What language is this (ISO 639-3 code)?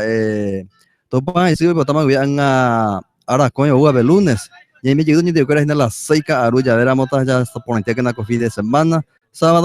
grn